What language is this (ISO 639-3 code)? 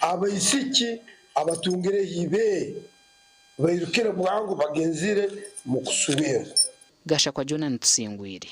nyn